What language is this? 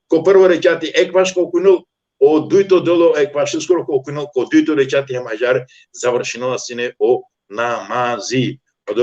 Balkan Romani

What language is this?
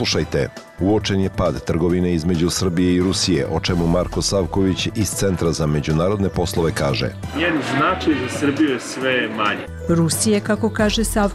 Bosnian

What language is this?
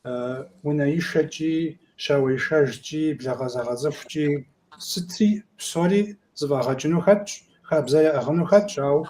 Kabardian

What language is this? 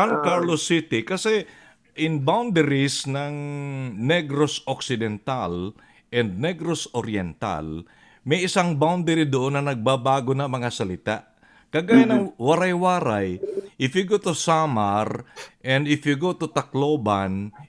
Filipino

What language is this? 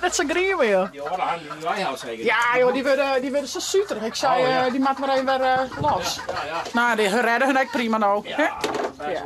Western Frisian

